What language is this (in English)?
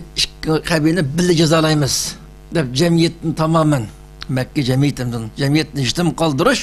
Uyghur